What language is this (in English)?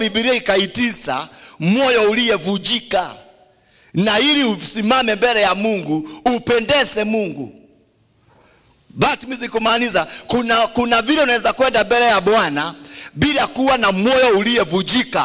Swahili